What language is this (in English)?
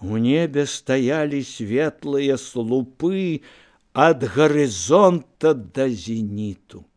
Belarusian